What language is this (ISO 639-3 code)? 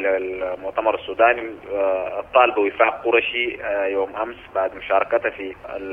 apd